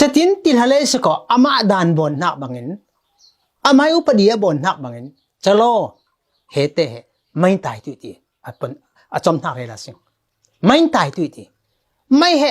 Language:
Falam Chin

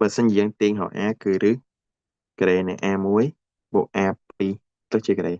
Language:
Khmer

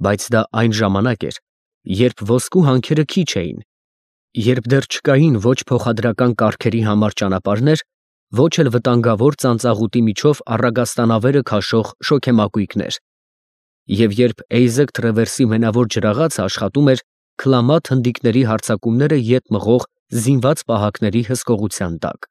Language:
Armenian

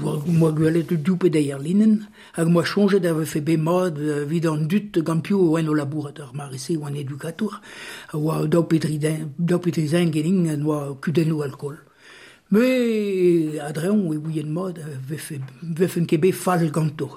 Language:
Breton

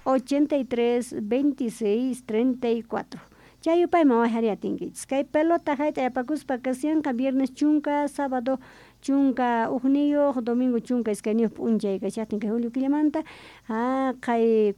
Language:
South Bolivian Quechua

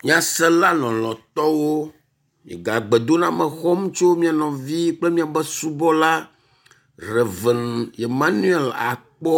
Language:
Ewe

